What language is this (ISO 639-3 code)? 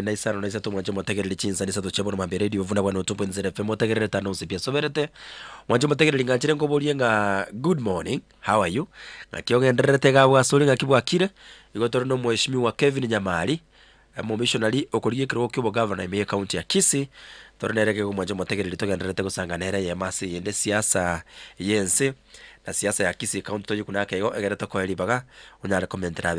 guz